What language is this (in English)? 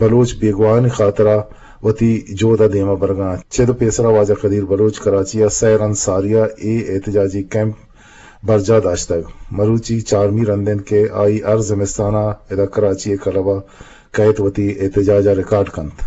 Eastern Balochi